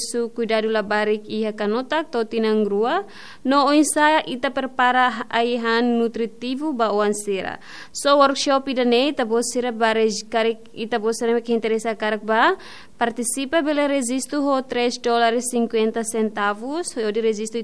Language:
Tetum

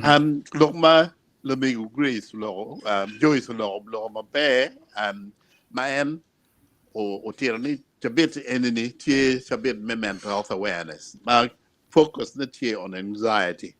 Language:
Acoli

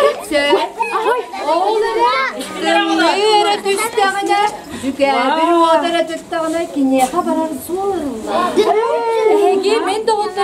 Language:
Yakut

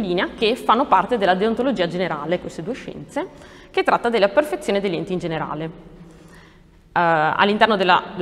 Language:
Italian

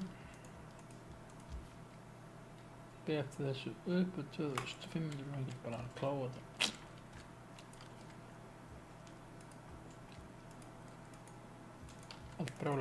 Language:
Icelandic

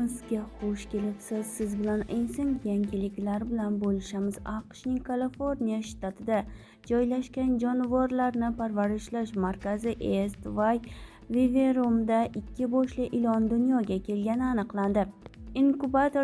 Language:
Uzbek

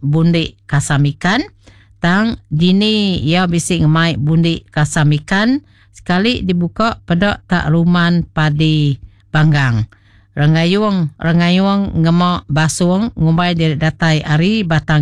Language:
Iban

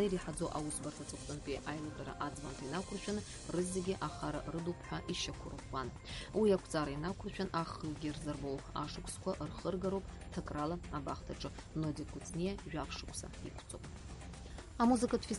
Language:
Abkhazian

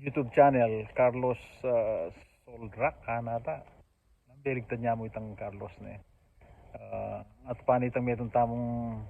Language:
Pampanga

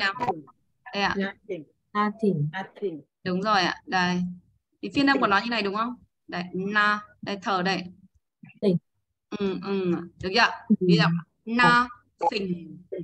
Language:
Vietnamese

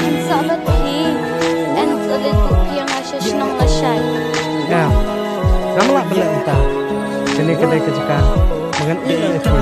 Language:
Khasi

